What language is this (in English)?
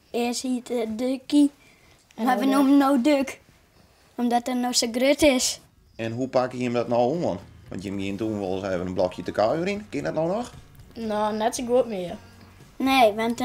Western Frisian